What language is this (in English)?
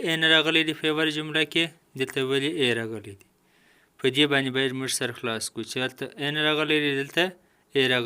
Pashto